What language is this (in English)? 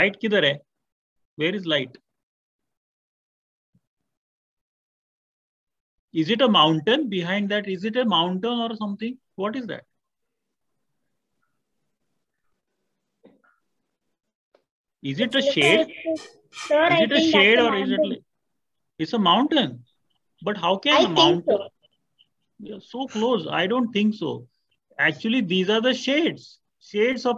English